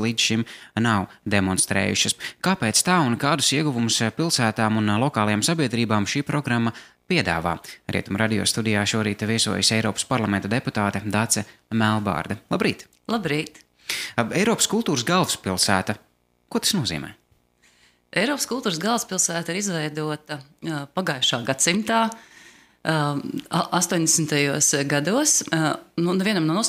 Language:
Latvian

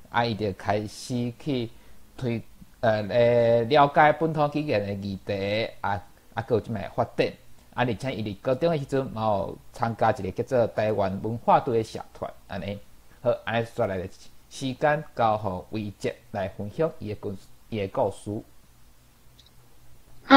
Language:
Min Nan Chinese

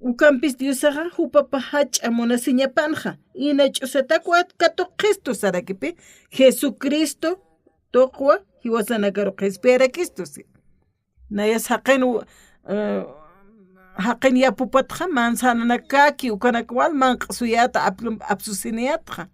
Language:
Aymara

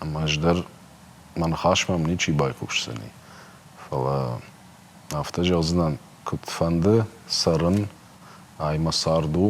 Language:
Ossetic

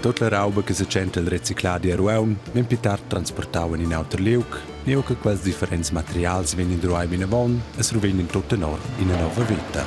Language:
Romansh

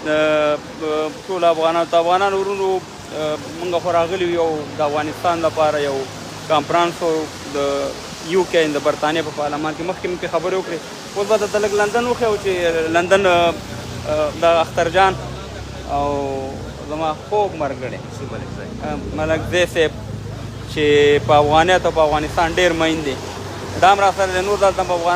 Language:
Pashto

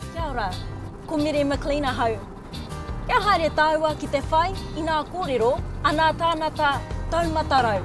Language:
Māori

